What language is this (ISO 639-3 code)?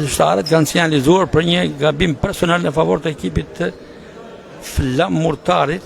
sqi